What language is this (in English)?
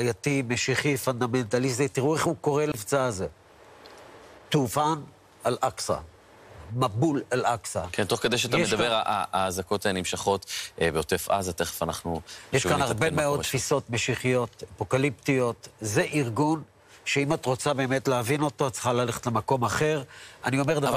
Hebrew